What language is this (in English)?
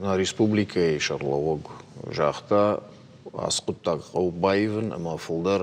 Ossetic